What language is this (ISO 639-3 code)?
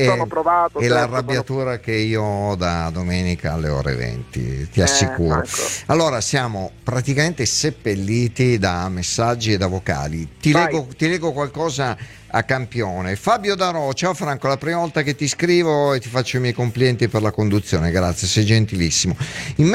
ita